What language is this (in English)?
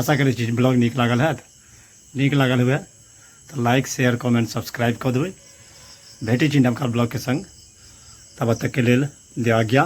Maithili